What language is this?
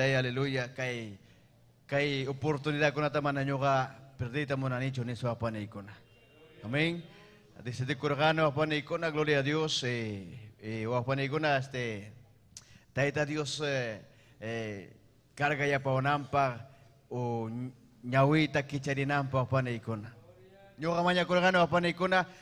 Ayacucho Quechua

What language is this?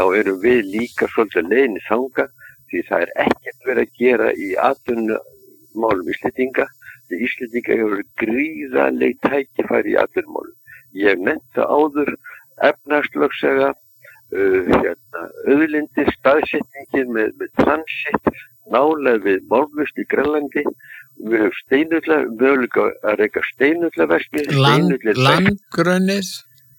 Icelandic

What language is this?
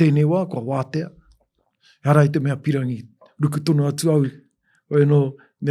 Māori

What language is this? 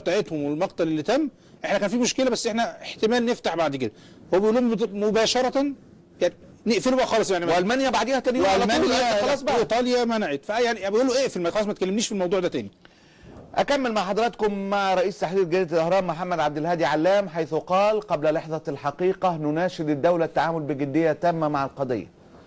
Egyptian Arabic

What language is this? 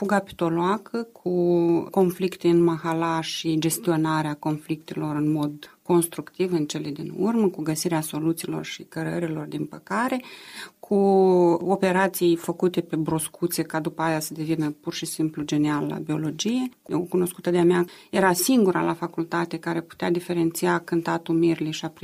Romanian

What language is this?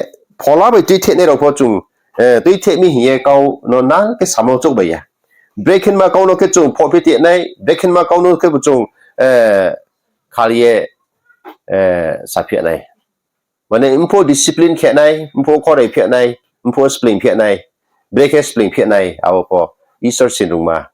Riang (India)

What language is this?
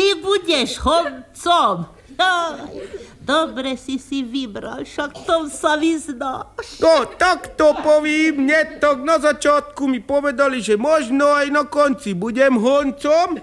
Slovak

